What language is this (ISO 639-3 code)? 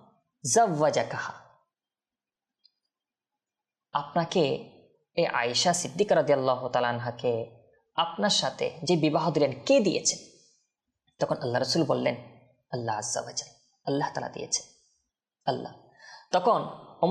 ben